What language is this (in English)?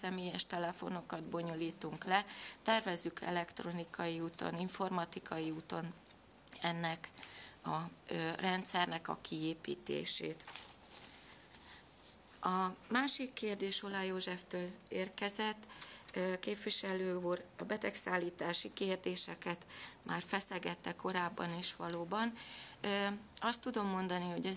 Hungarian